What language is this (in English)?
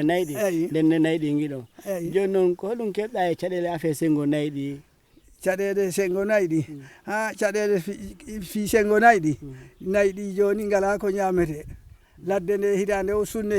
Fula